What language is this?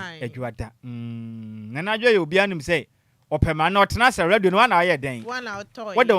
Akan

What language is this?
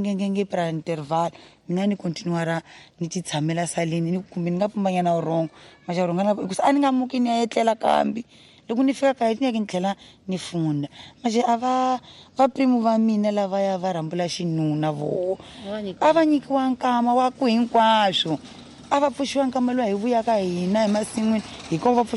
Tsonga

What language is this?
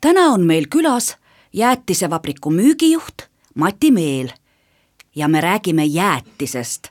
Estonian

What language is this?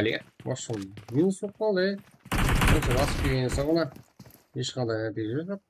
Kara-Kalpak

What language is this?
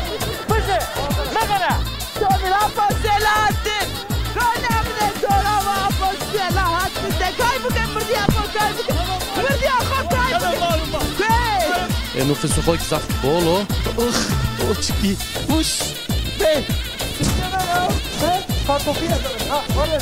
Zaza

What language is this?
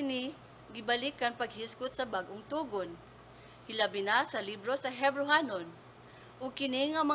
Cebuano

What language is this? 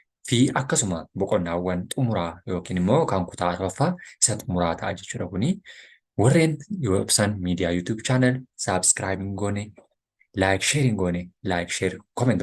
Oromo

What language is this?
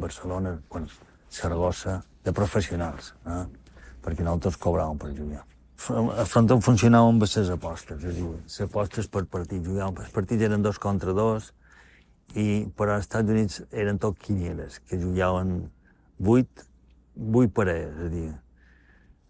Catalan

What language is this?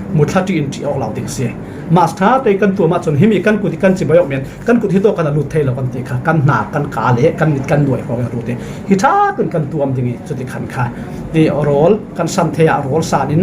Falam Chin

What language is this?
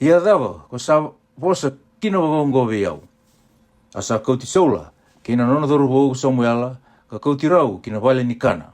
Fijian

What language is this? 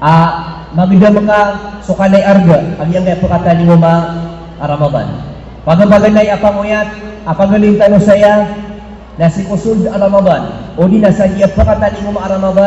Maranao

